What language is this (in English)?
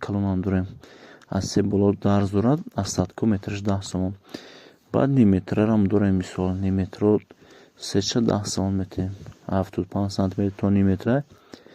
Tajik